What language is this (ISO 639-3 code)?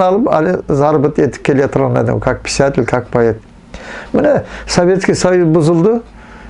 nog